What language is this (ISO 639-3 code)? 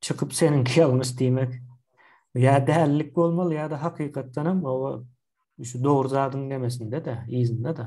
tuk